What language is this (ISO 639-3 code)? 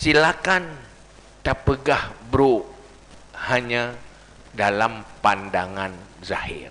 ace